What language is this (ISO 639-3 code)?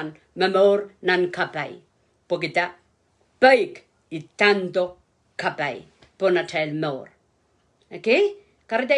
pon